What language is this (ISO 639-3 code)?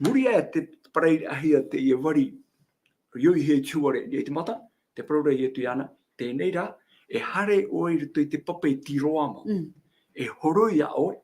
tah